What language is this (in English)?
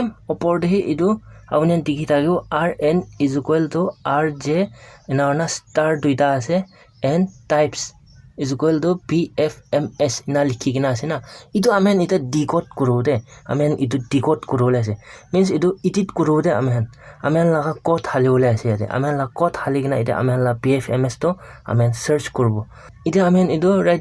Naga Pidgin